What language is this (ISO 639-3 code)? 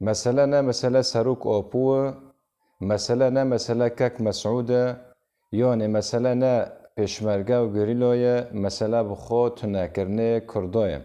kur